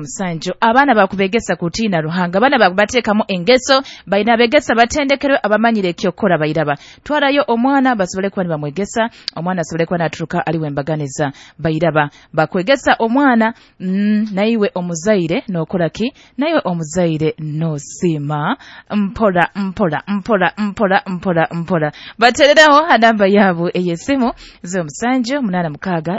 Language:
Nyoro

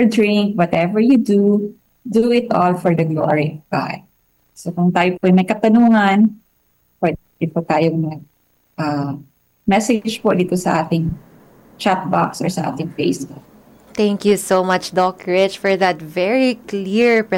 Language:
Filipino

